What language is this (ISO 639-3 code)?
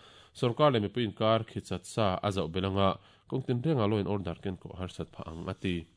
lus